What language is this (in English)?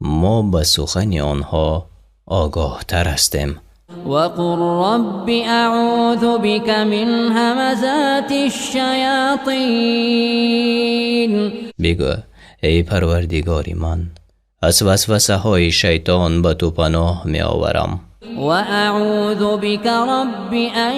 Tajik